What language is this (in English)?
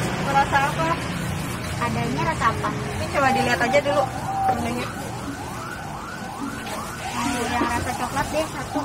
Indonesian